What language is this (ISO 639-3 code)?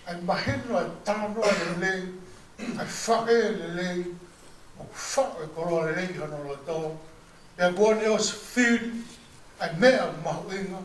ton